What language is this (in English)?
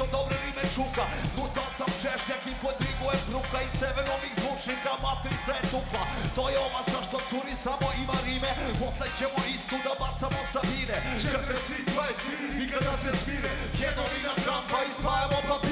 Serbian